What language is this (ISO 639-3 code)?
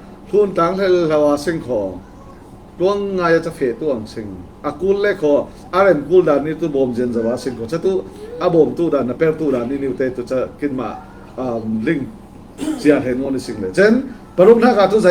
cfm